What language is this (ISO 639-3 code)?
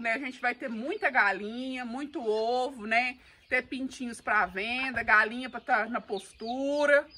por